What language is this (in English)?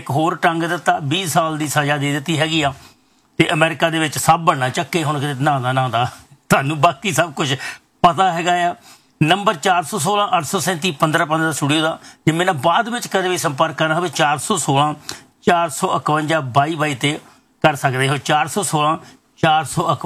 Punjabi